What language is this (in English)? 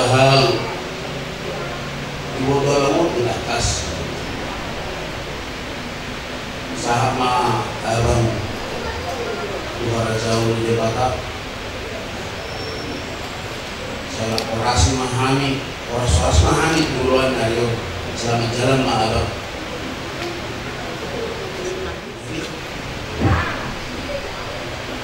Indonesian